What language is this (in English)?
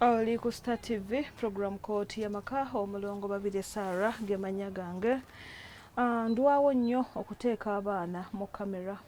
Ganda